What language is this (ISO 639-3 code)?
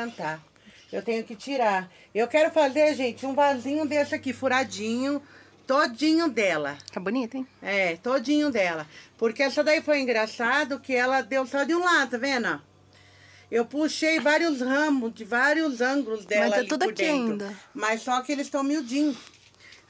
por